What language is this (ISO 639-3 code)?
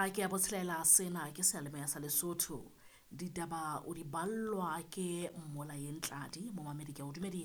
sot